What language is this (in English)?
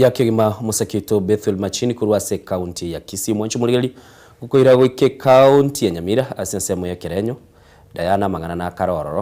Gusii